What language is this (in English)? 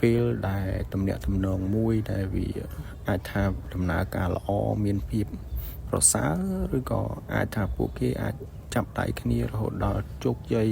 Khmer